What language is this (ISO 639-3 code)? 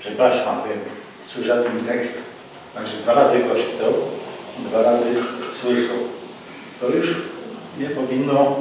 szl